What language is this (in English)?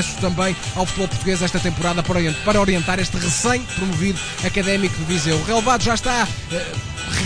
Portuguese